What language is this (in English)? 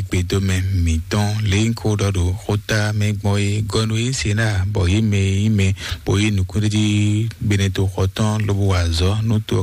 Fon